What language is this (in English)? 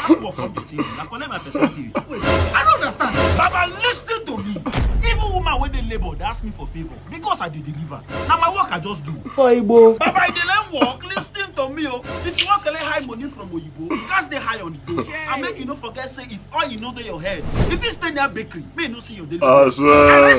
Nigerian Pidgin